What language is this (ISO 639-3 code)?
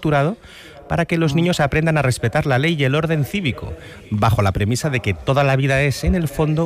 spa